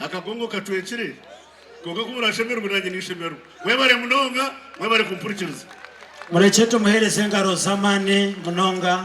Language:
Nyankole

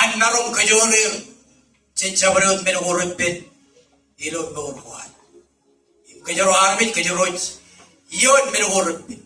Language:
Marshallese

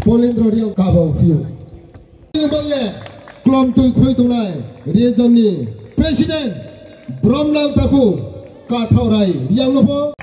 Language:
Riang (India)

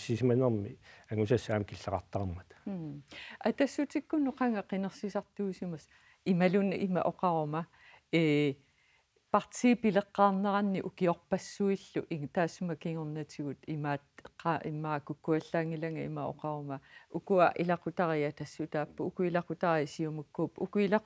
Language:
Kalaallisut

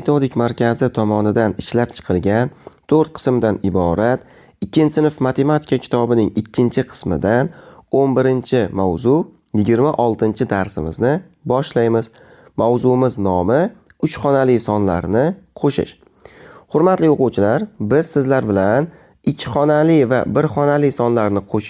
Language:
Uzbek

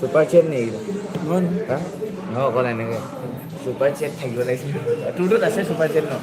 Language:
Naga Pidgin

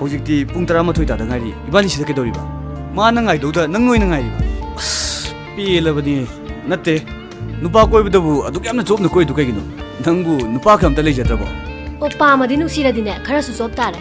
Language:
Manipuri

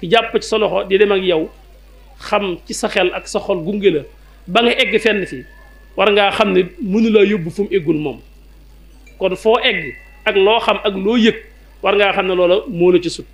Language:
Wolof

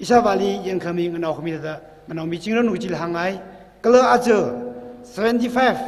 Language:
Tangkhul Naga (India)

